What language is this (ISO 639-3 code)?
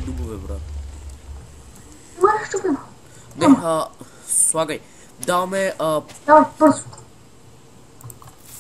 bul